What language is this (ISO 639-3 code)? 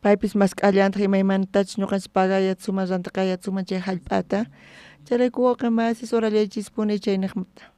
quh